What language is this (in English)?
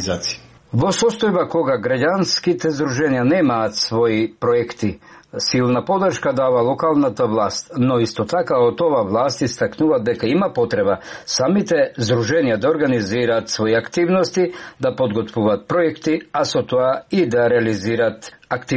Macedonian